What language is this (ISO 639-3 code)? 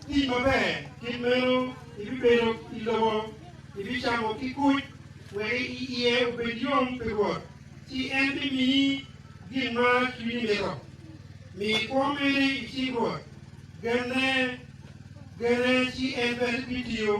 ach